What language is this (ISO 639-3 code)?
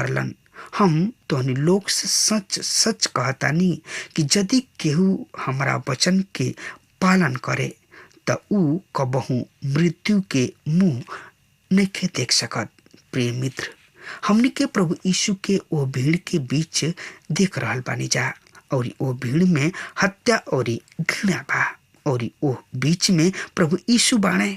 bho